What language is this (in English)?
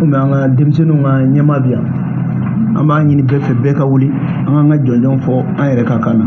Bambara